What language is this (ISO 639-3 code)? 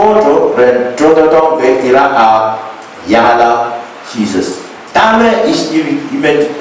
pon